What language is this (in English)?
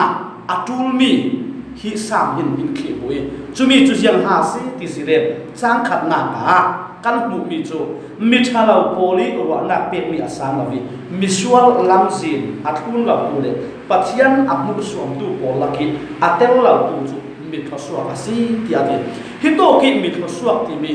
Falam Chin